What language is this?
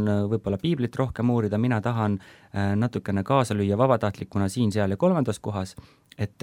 Estonian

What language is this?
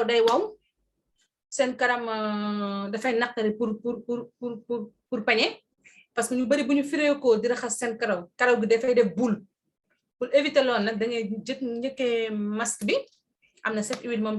Wolof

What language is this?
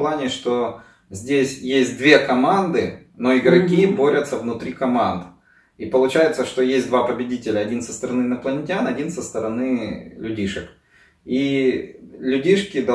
Russian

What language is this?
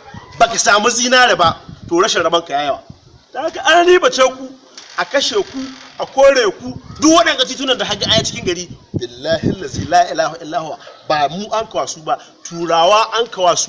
Hausa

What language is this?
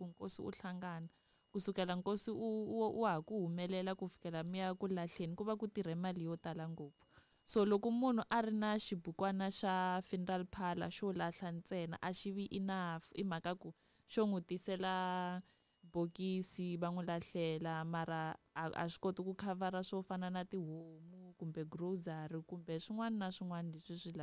Tsonga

